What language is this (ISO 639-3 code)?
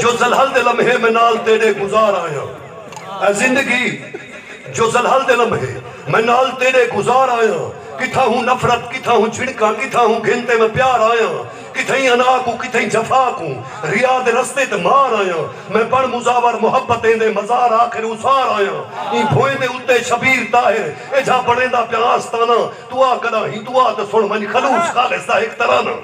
skr